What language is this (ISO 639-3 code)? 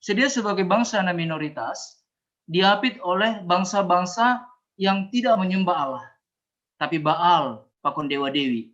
bts